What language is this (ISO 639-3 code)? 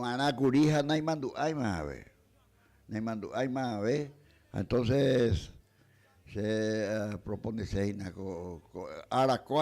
grn